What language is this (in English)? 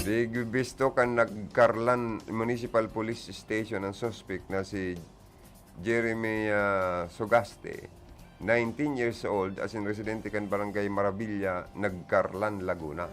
Bikol